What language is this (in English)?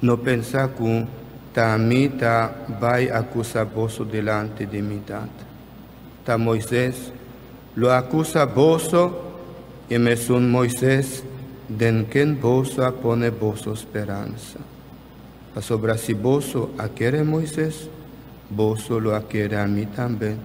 Papiamento